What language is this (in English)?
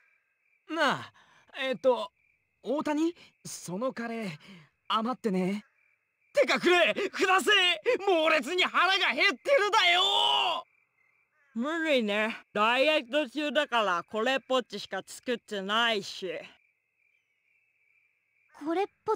Japanese